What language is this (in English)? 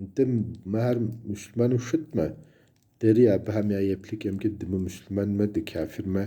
Kabardian